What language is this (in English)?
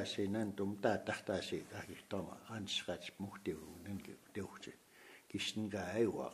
Plains Cree